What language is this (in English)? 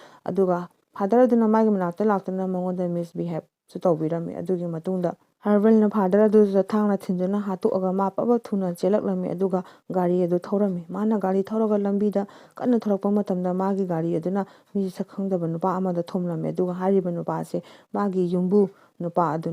Manipuri